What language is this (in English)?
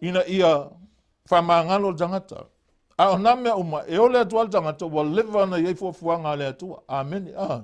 Samoan